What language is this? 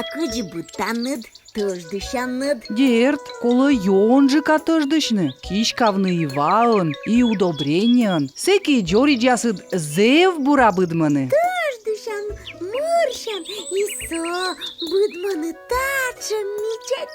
Komi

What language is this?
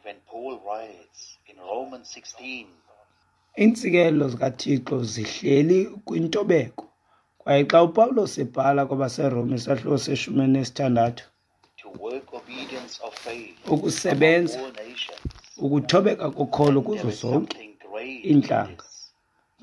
Xhosa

